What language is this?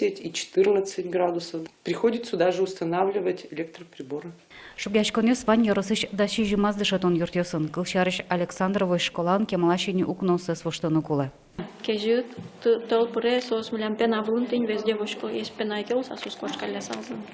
Udmurt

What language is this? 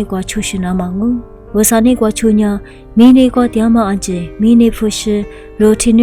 Lisu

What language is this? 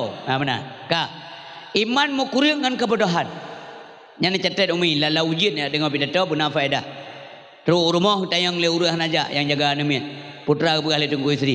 Achinese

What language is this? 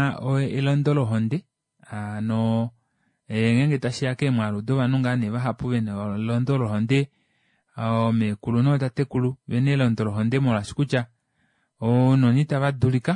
Kuanyama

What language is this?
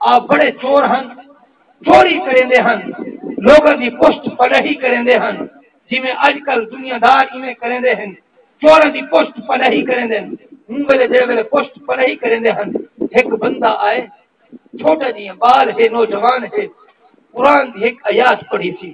Saraiki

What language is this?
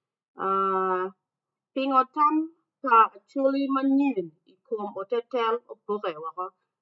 Acoli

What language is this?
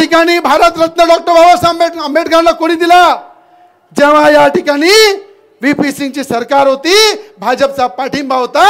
Marathi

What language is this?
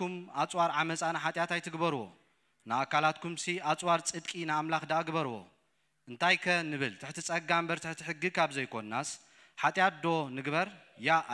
Tigrinya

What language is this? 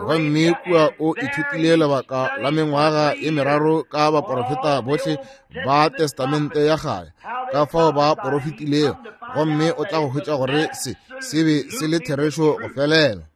Northern Sotho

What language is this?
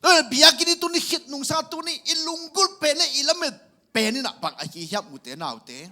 Tedim Chin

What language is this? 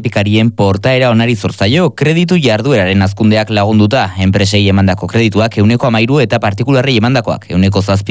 Basque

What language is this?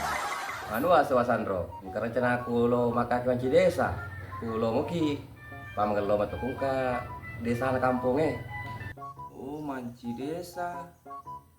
Buginese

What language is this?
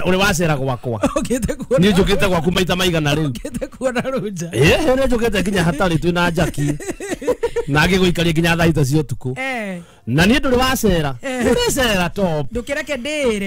Kikuyu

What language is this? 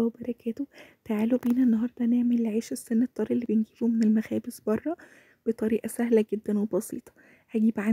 Egyptian Arabic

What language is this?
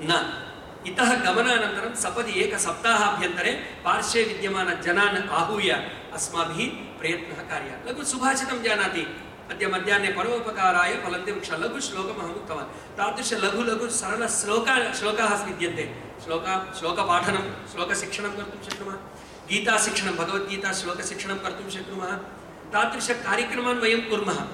Sanskrit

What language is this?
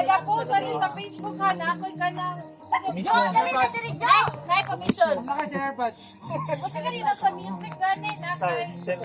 Cebuano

